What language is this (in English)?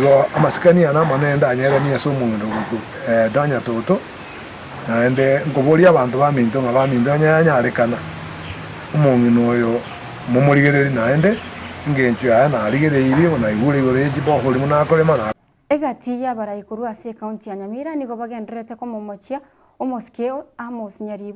Gusii